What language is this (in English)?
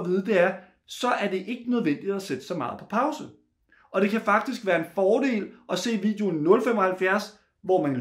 Danish